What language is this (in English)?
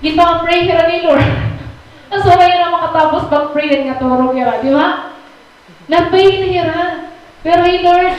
Waray